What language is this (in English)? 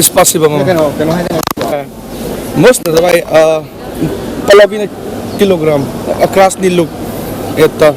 Manipuri